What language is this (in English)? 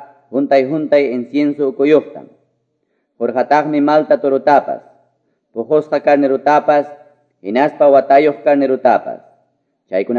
Quechua